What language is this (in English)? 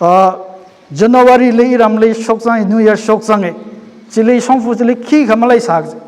Tangkhul Naga (India)